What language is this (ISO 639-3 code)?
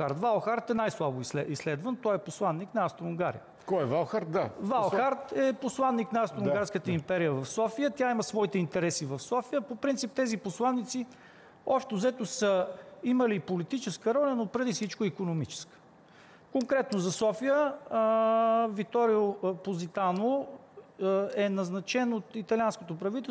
bul